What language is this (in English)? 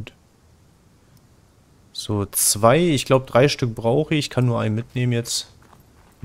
German